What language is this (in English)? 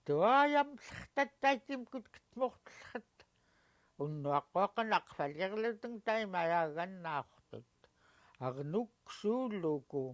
Central Yupik